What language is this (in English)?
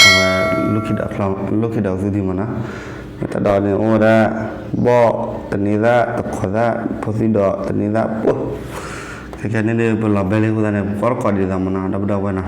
S'gaw Karen